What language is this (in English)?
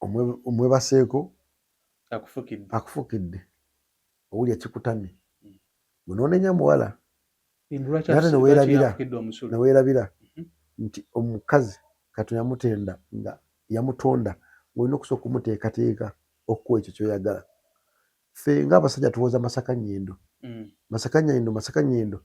Ganda